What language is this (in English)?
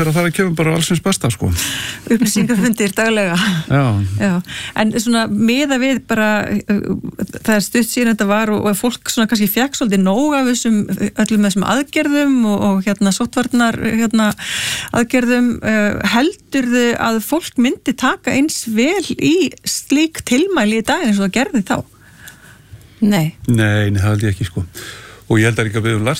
Icelandic